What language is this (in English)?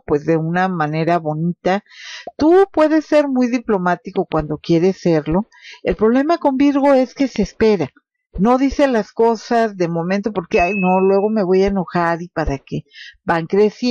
Spanish